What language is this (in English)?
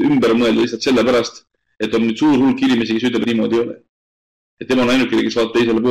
Estonian